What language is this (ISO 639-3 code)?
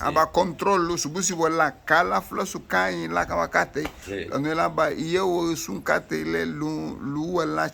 cab